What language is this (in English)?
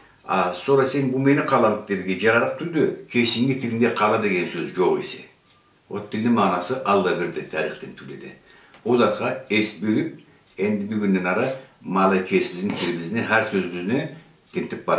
Karachay-Balkar